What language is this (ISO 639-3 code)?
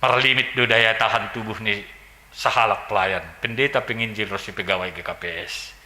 bts